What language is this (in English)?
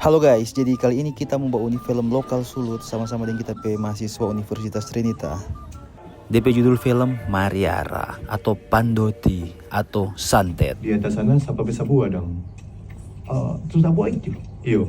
Manado Malay